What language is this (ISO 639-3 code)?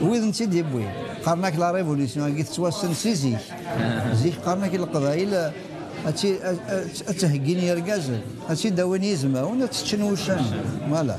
kab